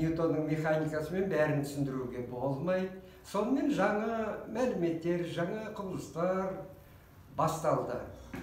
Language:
Kazakh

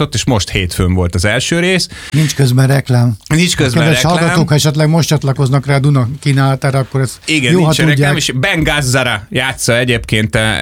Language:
Hungarian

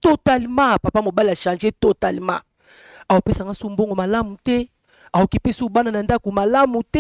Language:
Lingala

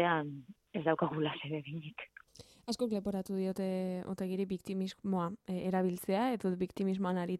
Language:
Basque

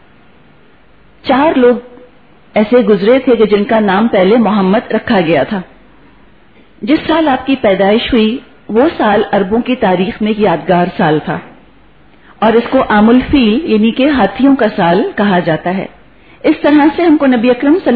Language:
Urdu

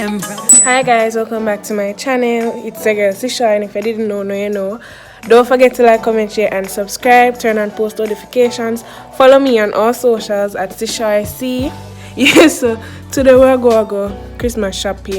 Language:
Jamaican Creole English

